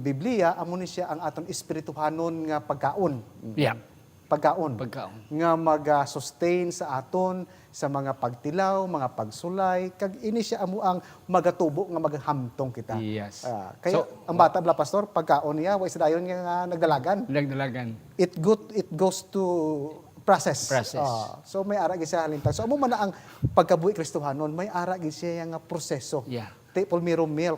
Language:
Hiligaynon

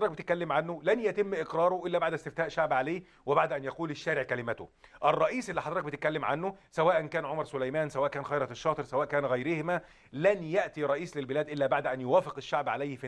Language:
Egyptian Arabic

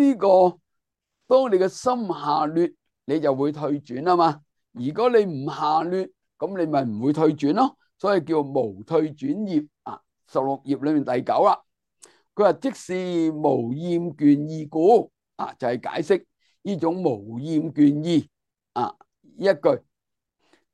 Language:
Cantonese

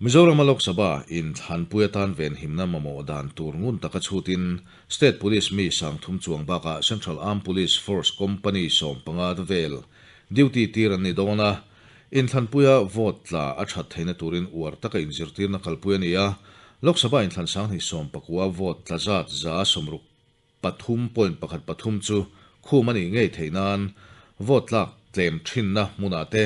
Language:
Mizo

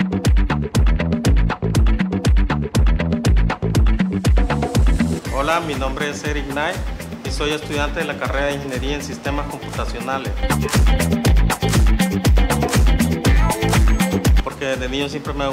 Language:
Spanish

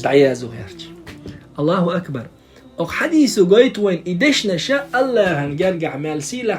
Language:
Chechen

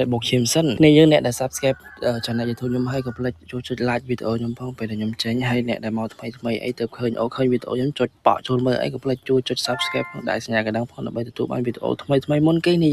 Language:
Khmer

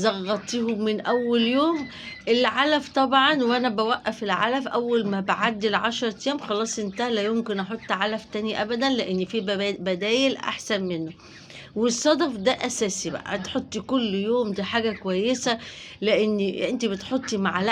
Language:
Egyptian Arabic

